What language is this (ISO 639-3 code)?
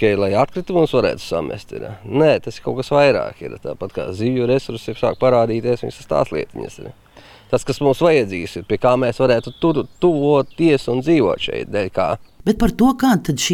lav